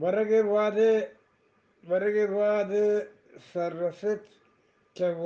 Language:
Eastern Balochi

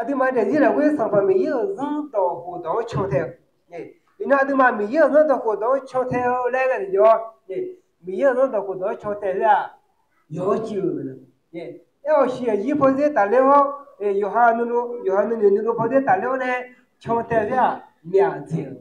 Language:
Akha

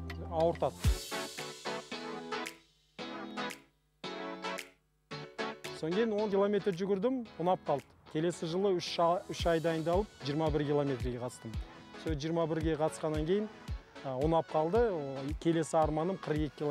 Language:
Kazakh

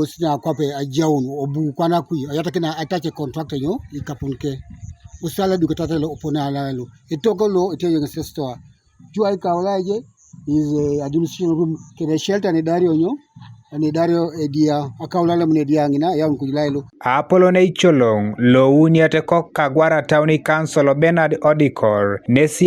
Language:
Teso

